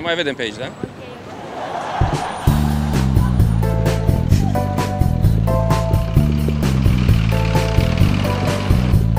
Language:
Romanian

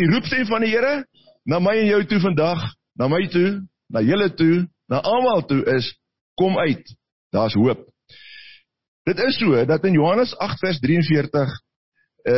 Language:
Afrikaans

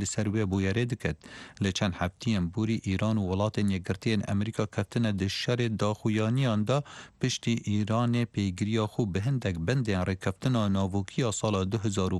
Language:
Kurdish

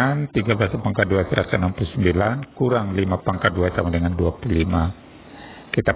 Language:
Indonesian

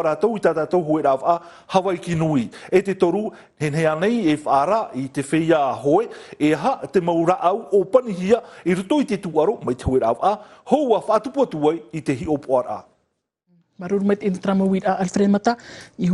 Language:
Tahitian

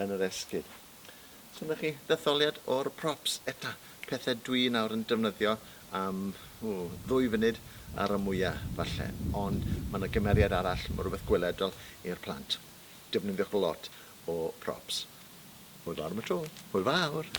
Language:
Welsh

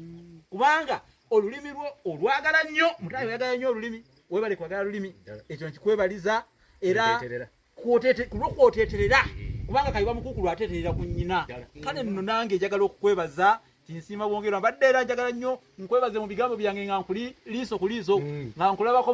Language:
Ganda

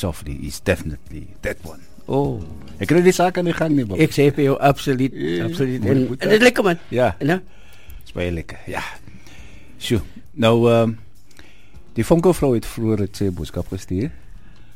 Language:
Afrikaans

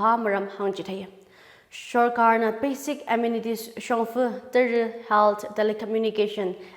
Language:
Tangkhul Naga (India)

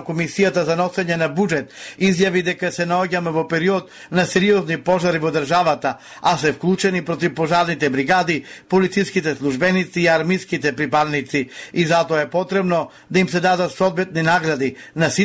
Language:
Macedonian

